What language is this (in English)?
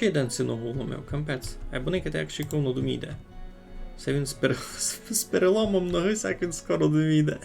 Rusyn